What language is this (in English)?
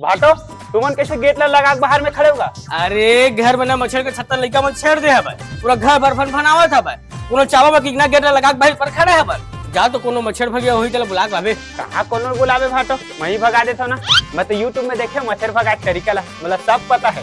Chhattisgarhi